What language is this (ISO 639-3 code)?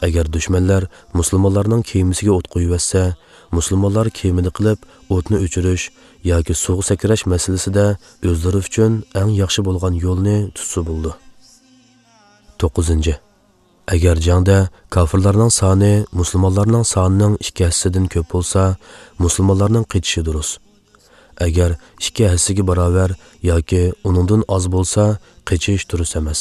uig